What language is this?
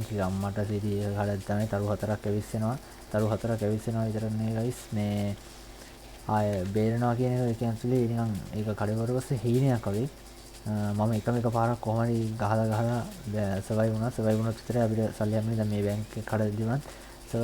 Sinhala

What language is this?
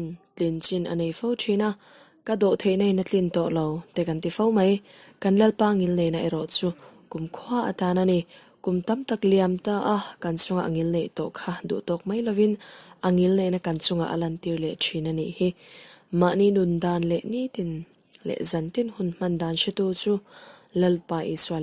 Hmar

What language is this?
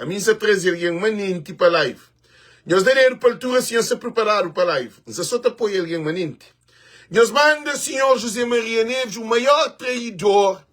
Kabuverdianu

